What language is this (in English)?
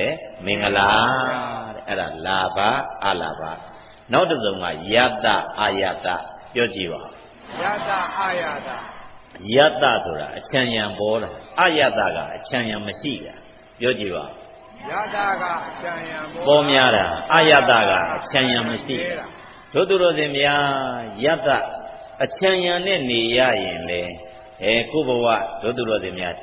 Burmese